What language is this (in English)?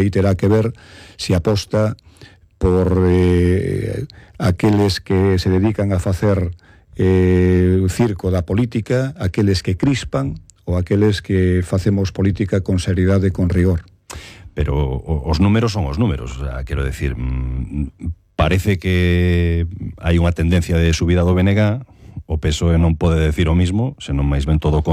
Galician